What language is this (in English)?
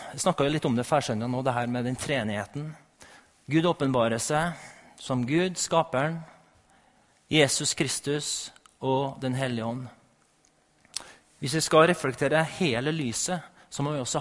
Norwegian